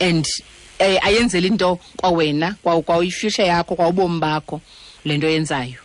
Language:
Xhosa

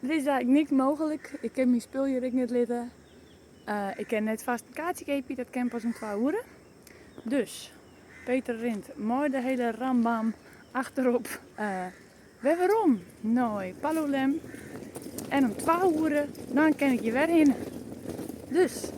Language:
Western Frisian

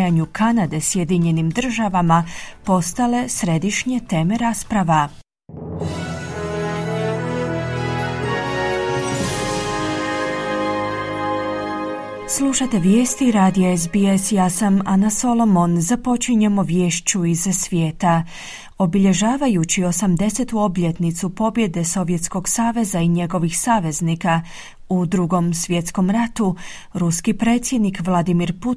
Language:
Croatian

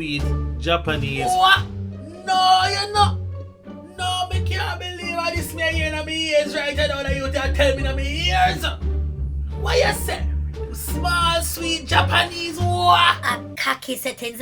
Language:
Jamaican Creole English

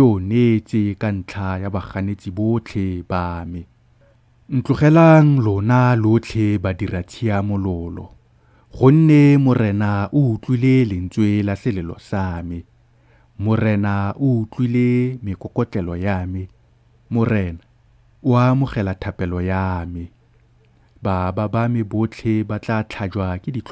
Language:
Tswana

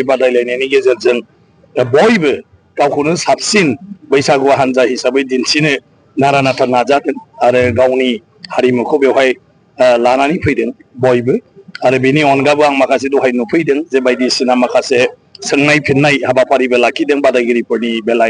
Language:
Bodo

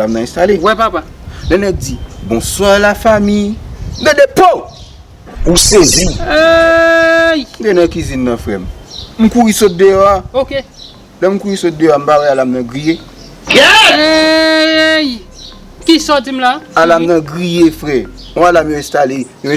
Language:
Haitian Creole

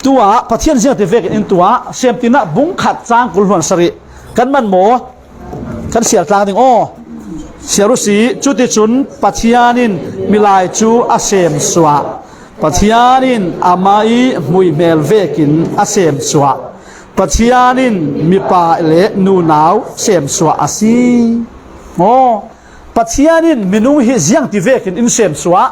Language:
Falam Chin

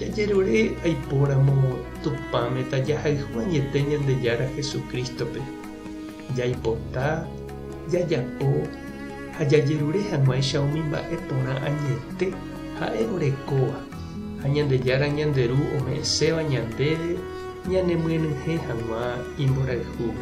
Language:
Guarani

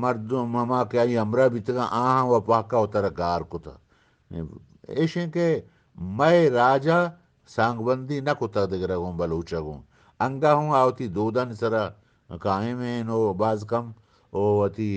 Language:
Eastern Balochi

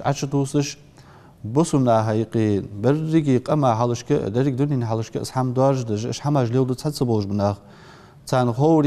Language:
Ingush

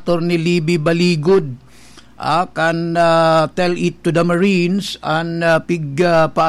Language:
Bikol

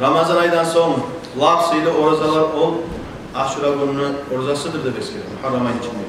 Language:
Kumyk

